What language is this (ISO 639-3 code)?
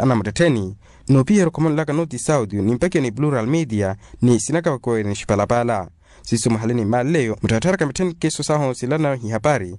vmw